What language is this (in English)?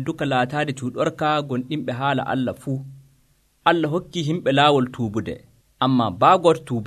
Nigerian Fulfulde